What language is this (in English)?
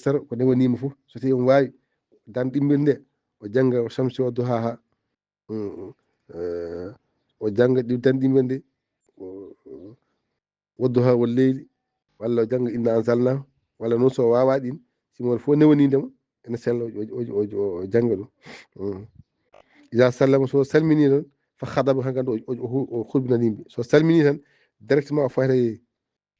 Fula